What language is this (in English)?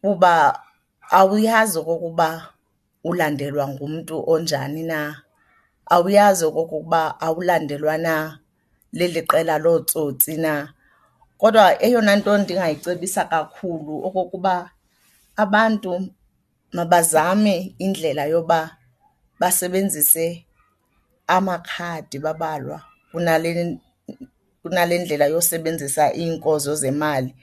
Xhosa